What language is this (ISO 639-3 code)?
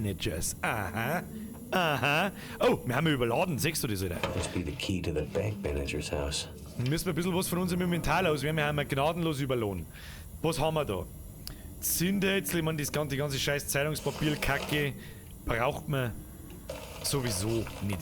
bar